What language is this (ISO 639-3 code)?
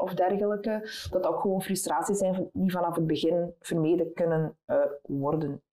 nld